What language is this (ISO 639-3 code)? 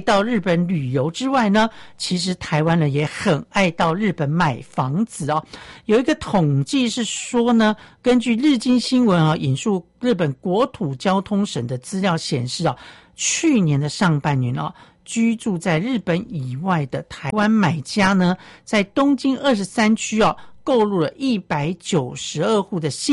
zho